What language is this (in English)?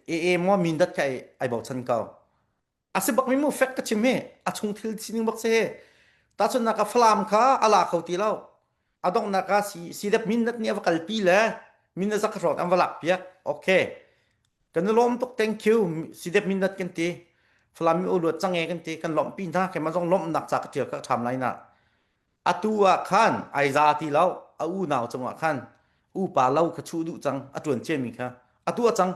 Hakha Chin